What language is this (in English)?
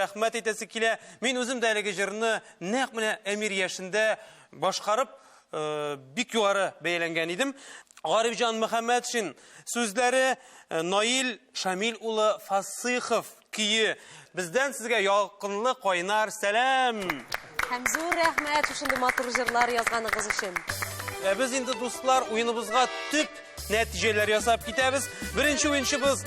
Tatar